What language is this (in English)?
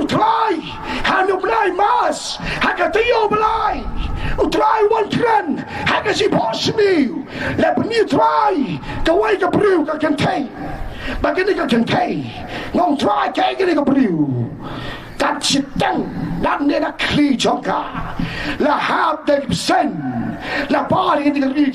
Khasi